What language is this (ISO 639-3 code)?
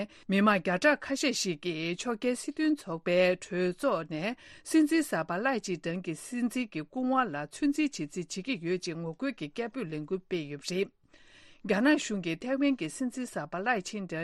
bod